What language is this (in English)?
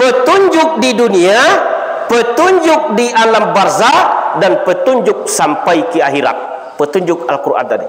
Minangkabau